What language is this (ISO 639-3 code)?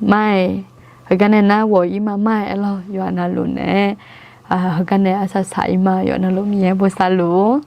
ahk